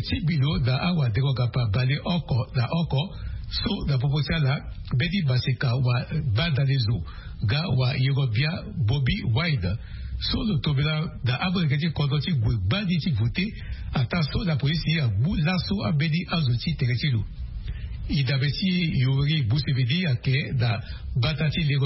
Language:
Sango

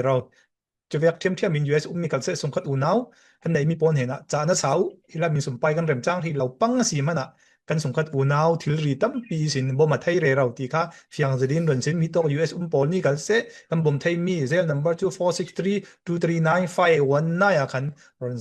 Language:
Falam Chin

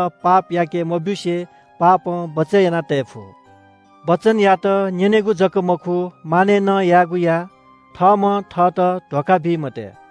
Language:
Newari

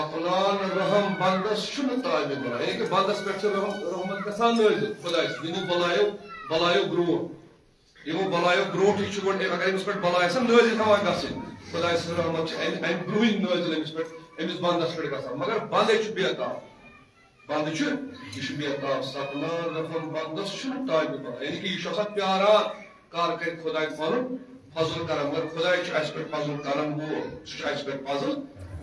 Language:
Kashmiri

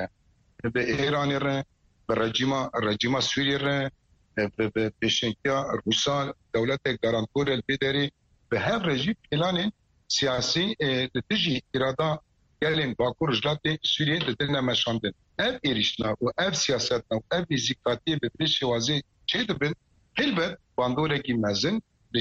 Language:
Kurdish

